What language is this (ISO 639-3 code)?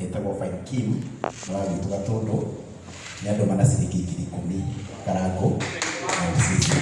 kik